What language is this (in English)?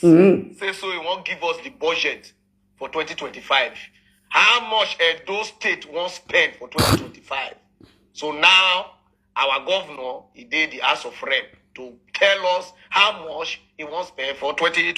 Nigerian Pidgin